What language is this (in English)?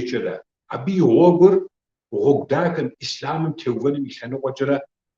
Kabardian